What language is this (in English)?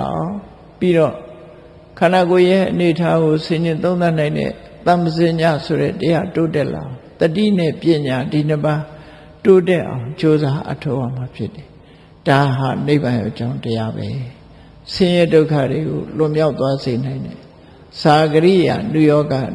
Burmese